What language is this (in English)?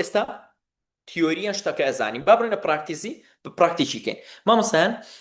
Central Kurdish